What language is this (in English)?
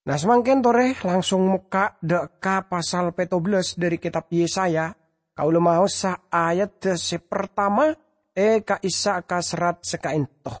Madurese